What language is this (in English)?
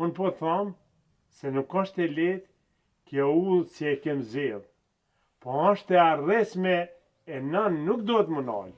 Albanian